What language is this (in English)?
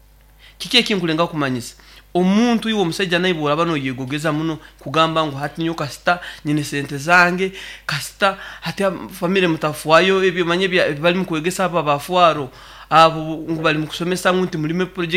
Nyankole